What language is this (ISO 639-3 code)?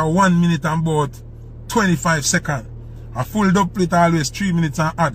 jam